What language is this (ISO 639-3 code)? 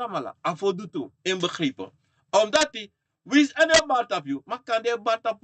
srn